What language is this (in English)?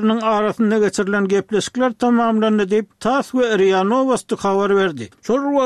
Kyrgyz